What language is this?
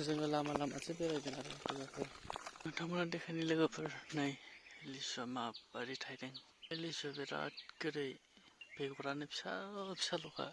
Bodo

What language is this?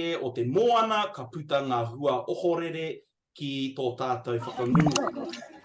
Māori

